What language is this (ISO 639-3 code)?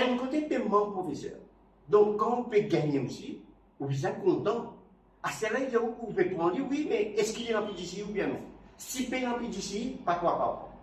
mfe